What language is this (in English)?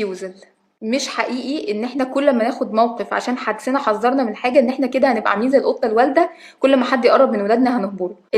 Egyptian Arabic